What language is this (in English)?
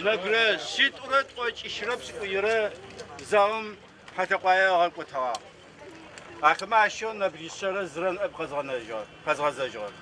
Adyghe